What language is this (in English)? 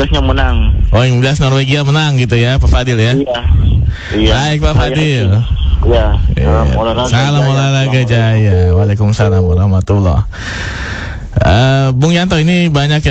Indonesian